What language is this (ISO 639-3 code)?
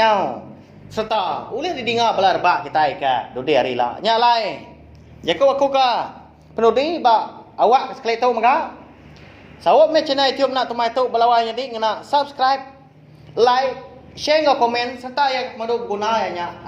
iba